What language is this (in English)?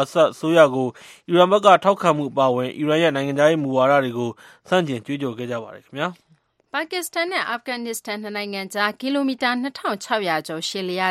Burmese